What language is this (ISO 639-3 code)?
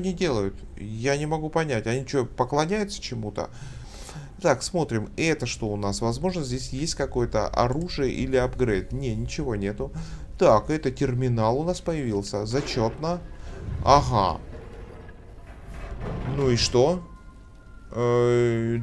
rus